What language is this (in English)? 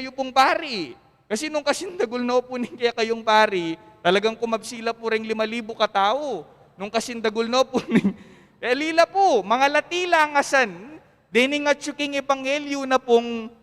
Pampanga